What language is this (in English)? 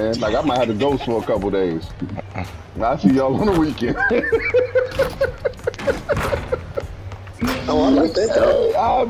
English